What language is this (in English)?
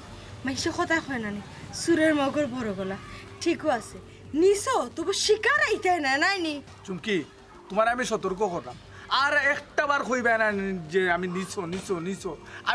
Sylheti